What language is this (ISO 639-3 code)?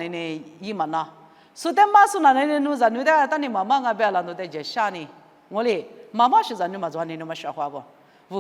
lis